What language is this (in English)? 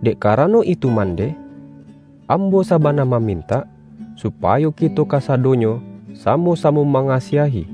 Minangkabau